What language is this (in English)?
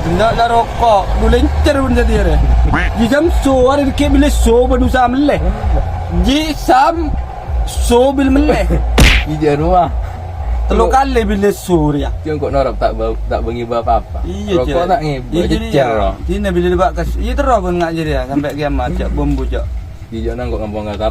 Madurese